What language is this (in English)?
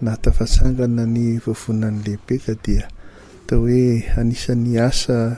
Malagasy